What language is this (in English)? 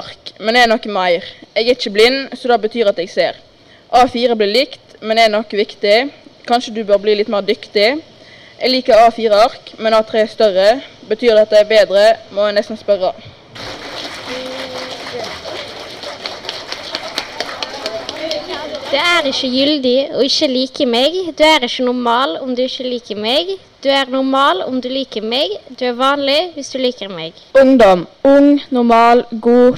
Norwegian